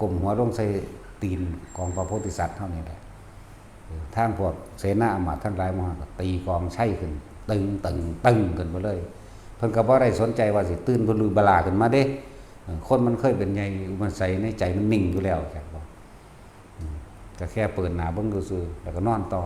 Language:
Northeastern Thai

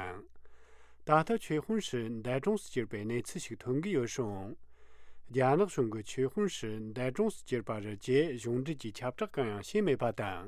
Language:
Tibetan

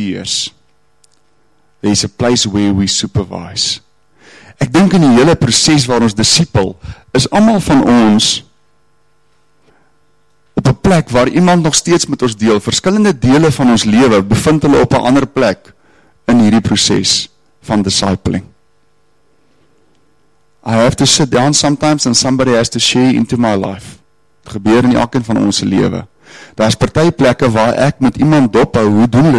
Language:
Afrikaans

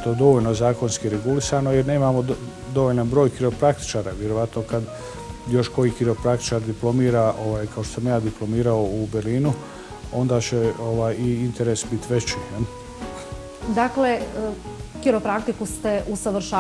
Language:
Bosnian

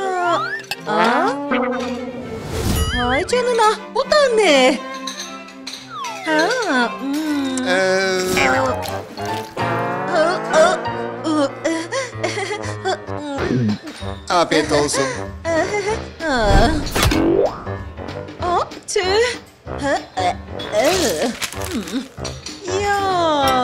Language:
Turkish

